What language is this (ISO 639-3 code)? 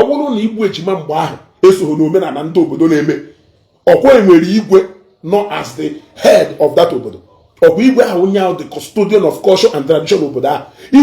ibo